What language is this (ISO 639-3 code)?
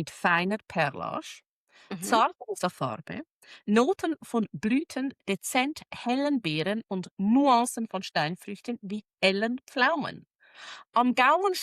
gsw